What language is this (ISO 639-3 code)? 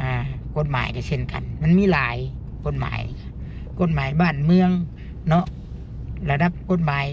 lao